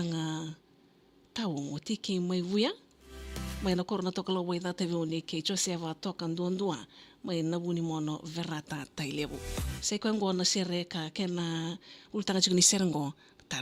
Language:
Fijian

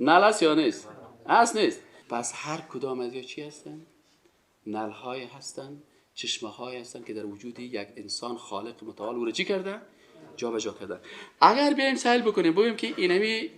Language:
Persian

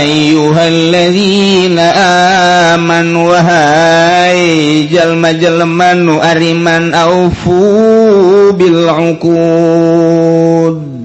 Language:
Sundanese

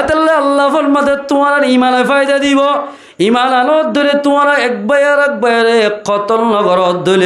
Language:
Rohingya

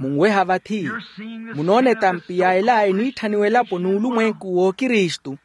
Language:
Makhuwa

